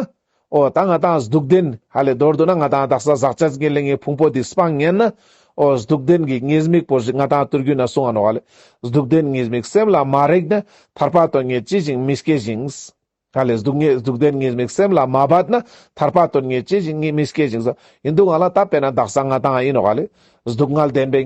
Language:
Ladakhi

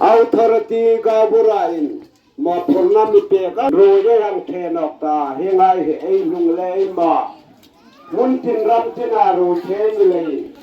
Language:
Hmar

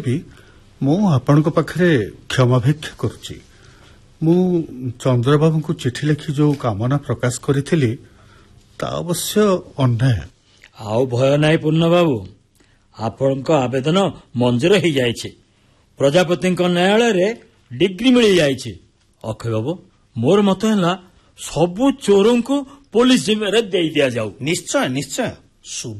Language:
Odia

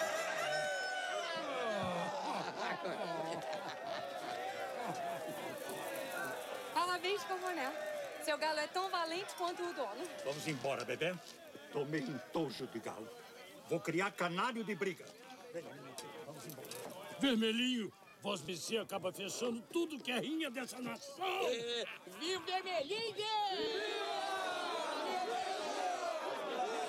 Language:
Portuguese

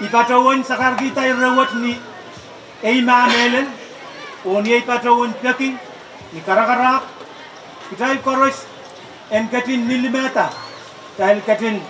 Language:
Pohnpeian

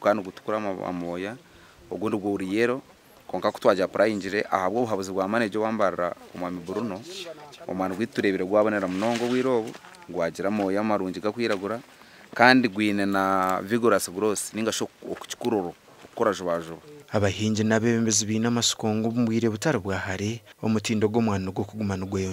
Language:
Nyankole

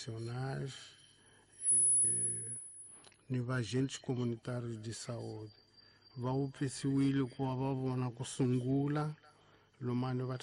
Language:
Tsonga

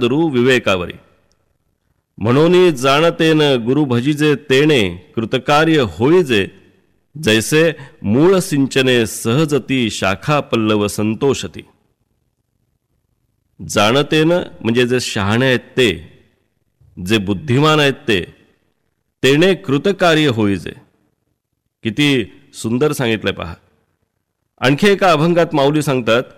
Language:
Marathi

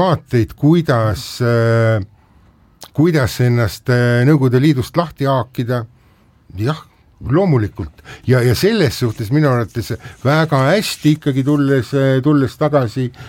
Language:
Estonian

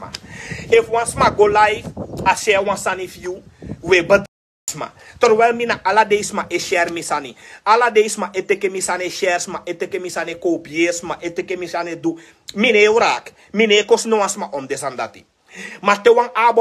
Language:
Sranan Tongo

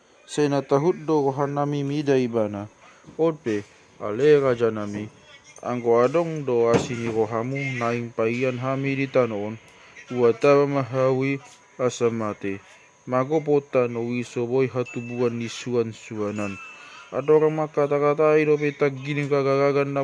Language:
Batak Toba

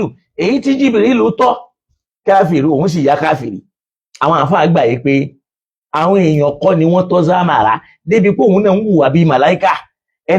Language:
Yoruba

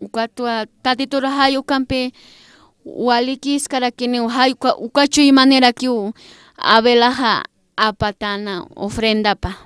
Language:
Aymara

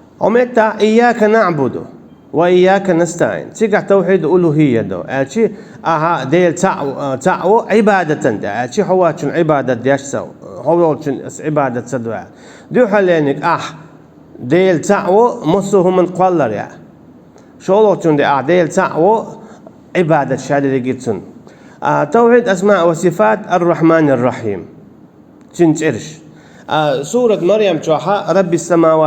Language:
Chechen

